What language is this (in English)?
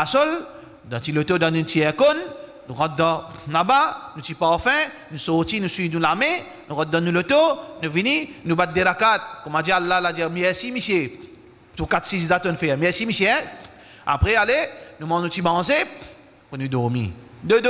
Morisyen